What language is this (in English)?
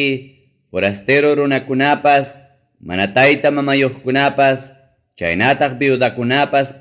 Ayacucho Quechua